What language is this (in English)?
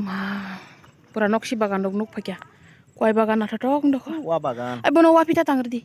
Kok Borok